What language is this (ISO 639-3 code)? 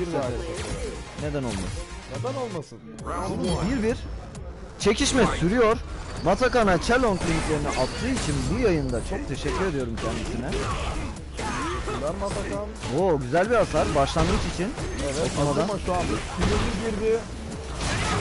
tur